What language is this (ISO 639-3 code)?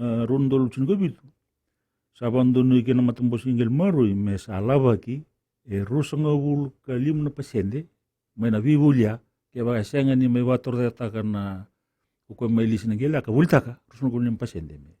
fij